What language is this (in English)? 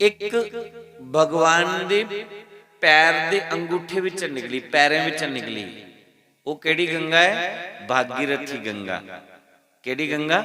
Dogri